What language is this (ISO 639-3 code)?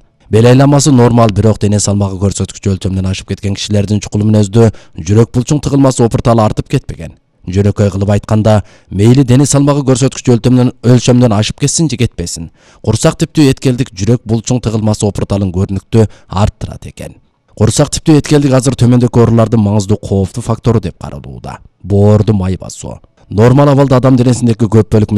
kir